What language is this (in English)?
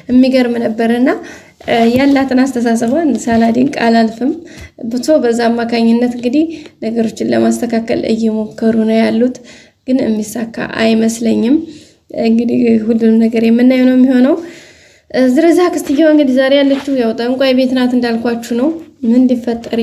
Amharic